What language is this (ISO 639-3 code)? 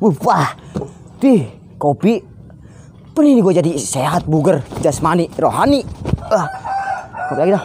bew